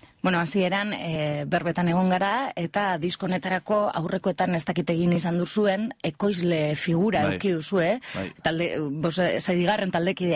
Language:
Basque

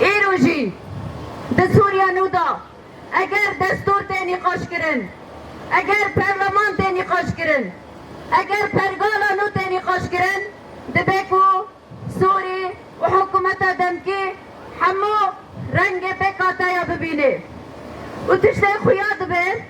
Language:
Kurdish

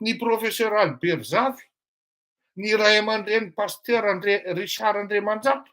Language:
Malagasy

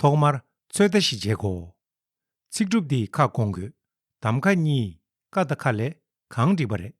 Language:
Tibetan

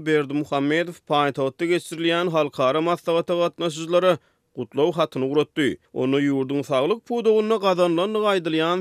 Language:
Turkmen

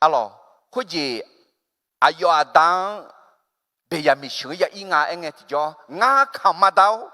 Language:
Akha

